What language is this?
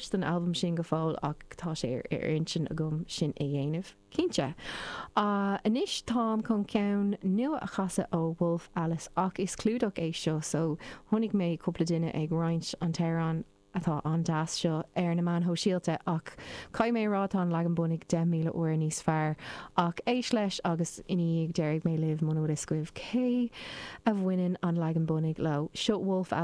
Irish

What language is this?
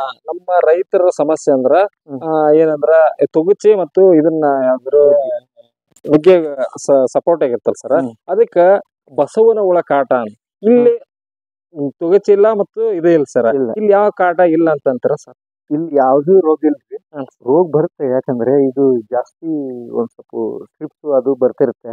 Kannada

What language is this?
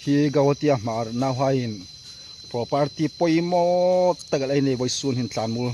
Hmar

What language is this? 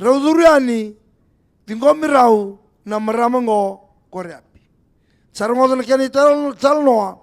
Fijian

